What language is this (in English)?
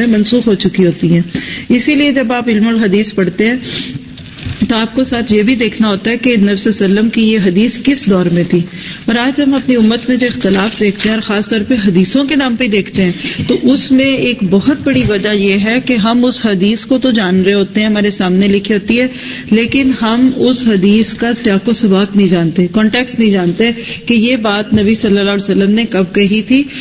Urdu